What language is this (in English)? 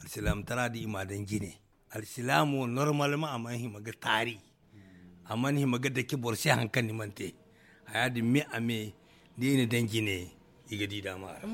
Zarma